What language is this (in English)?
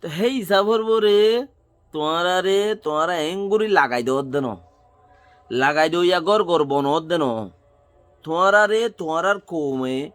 Rohingya